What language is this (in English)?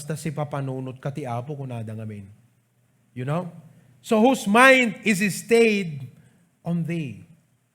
Iloko